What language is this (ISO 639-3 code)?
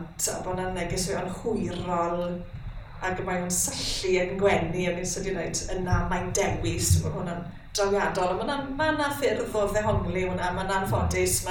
cym